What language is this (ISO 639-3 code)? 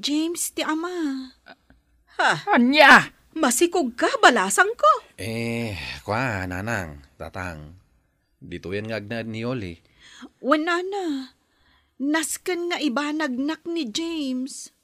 ilo